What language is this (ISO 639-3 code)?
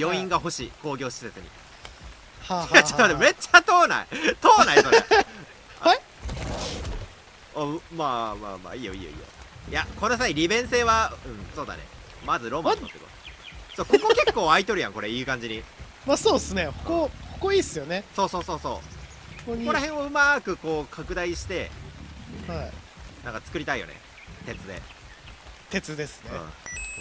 jpn